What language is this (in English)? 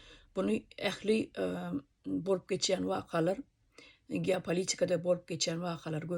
Turkmen